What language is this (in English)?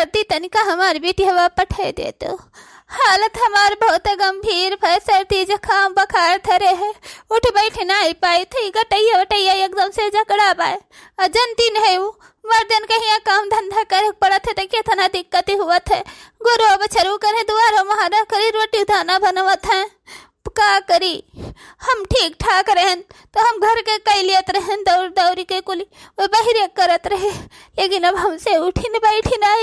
Awadhi